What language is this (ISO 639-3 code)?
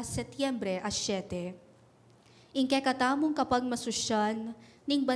pam